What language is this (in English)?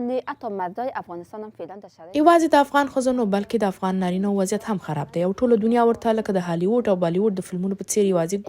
Pashto